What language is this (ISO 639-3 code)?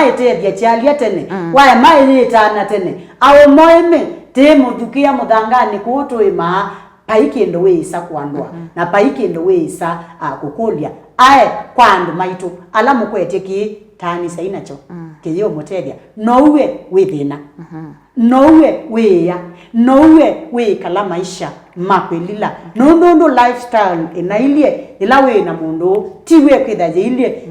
kam